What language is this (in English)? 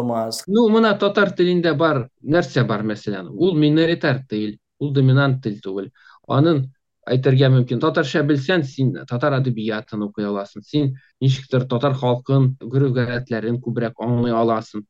Tatar